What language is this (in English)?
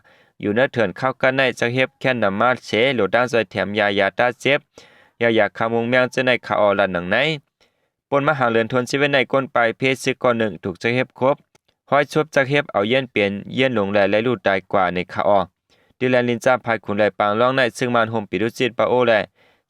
Shan